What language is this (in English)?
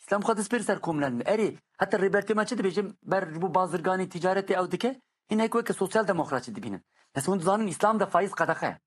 Kurdish